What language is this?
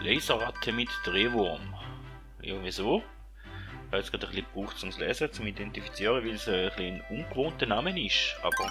Swiss German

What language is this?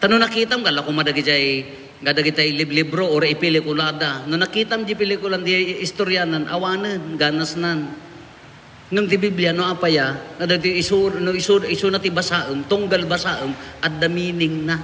Iloko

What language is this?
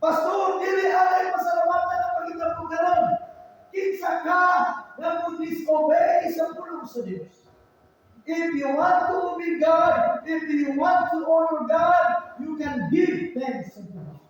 Cebuano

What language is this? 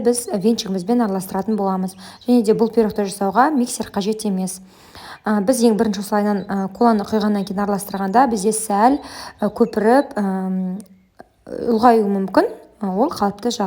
Kazakh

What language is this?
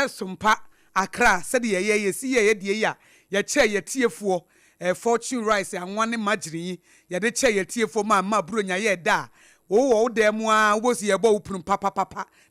Akan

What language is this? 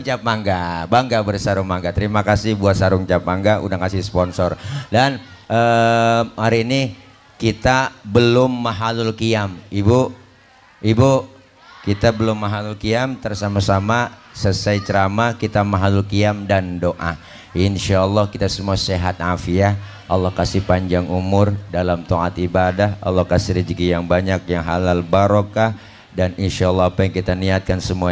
Betawi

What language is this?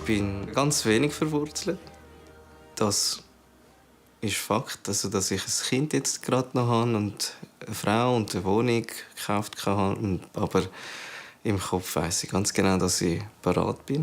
Swiss German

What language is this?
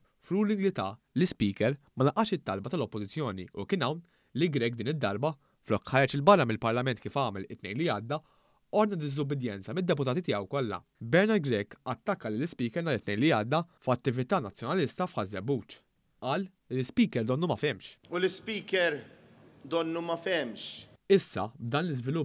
Maltese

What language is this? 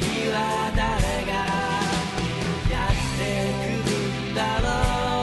Japanese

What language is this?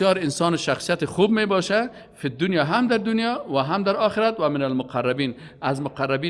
Persian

